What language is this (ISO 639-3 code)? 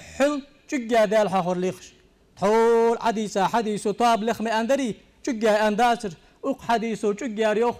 inh